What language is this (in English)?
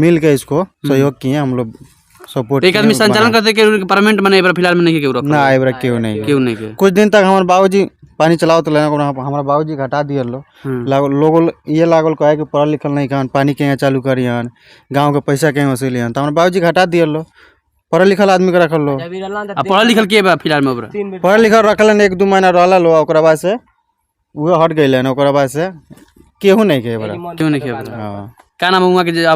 Bhojpuri